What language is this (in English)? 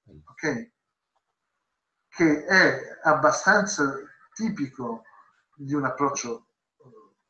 Italian